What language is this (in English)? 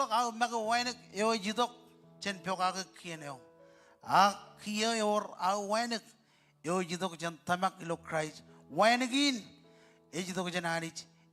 Marshallese